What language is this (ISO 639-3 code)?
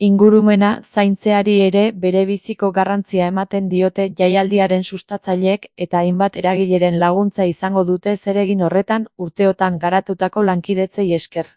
eus